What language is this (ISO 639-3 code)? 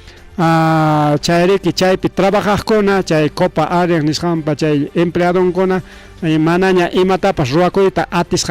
quy